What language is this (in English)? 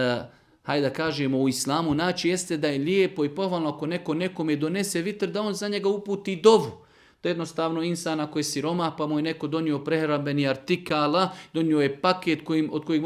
Serbian